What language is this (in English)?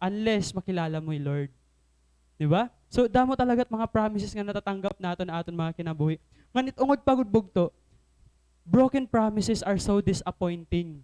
Waray